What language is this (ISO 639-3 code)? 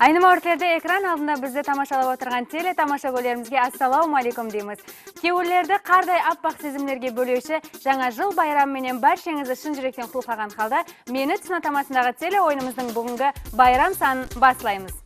kaa